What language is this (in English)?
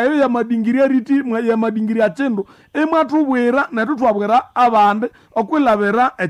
Nande